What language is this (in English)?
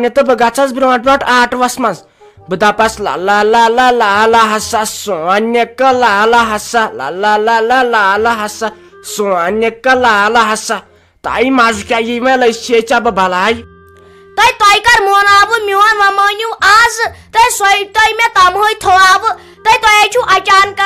Kashmiri